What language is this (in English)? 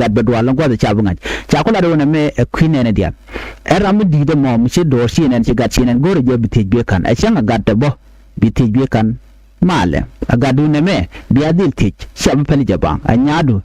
Nuer